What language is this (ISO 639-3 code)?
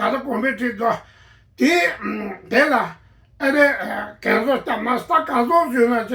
bod